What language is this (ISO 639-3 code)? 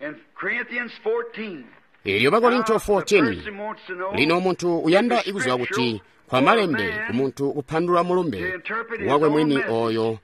toi